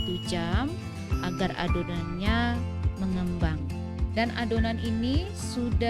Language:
Ambonese Malay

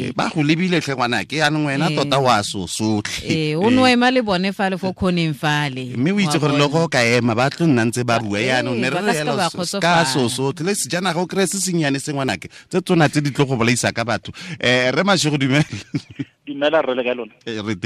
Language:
Tswana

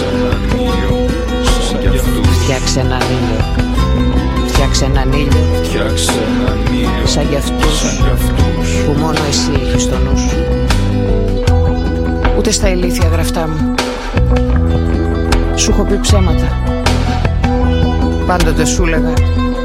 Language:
Greek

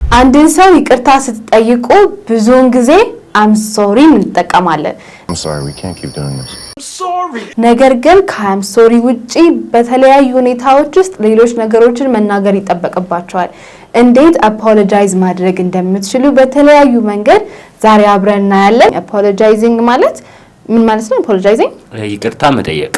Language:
Amharic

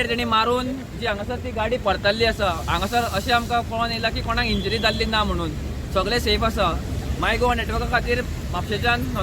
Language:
Konkani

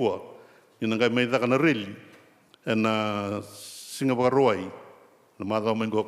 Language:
Fijian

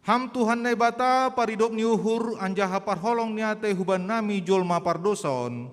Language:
Batak Simalungun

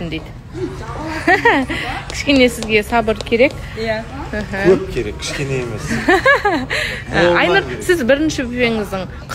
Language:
Kazakh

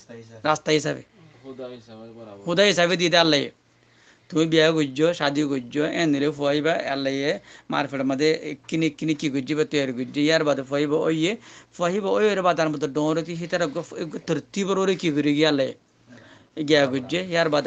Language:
Rohingya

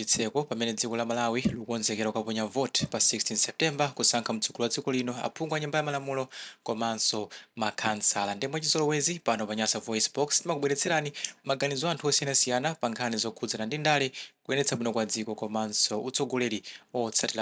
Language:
Nyanja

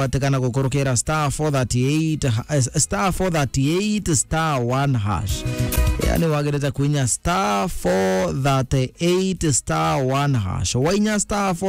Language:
Meru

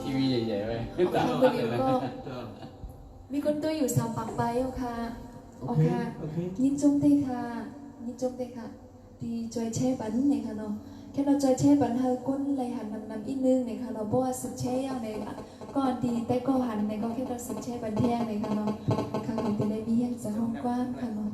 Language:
Shan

